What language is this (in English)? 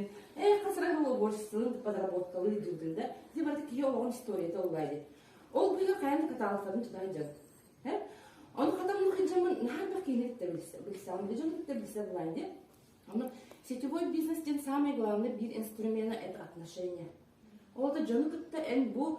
Yakut